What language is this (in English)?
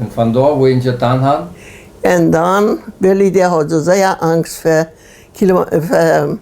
Plautdietsch